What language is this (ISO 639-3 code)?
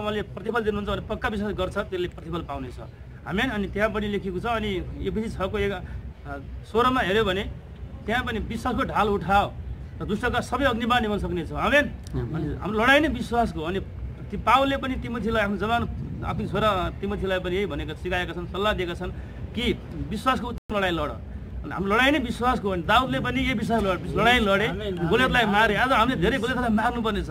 nep